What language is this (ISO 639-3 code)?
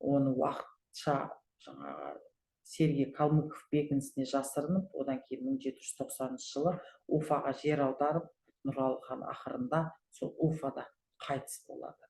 kaz